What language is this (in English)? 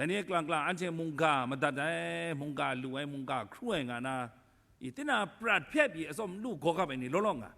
Kachin